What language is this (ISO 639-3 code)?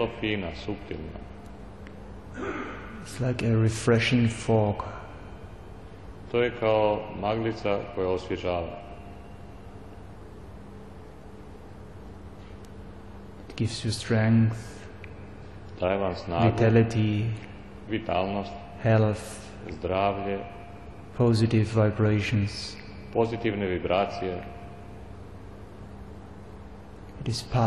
srp